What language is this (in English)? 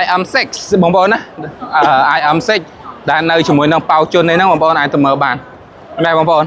Khmer